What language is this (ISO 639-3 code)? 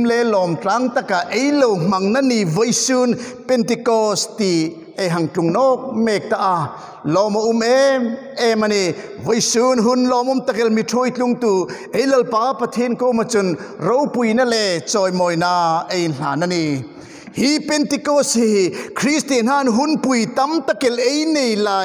hmr